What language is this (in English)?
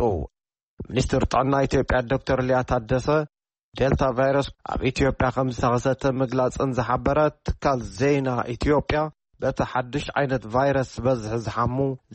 Tigrinya